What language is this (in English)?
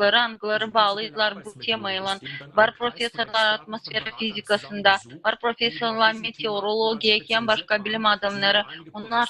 Gagauz